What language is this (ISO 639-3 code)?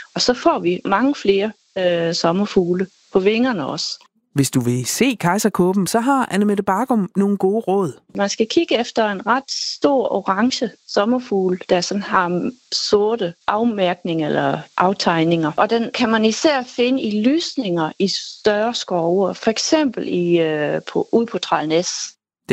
dan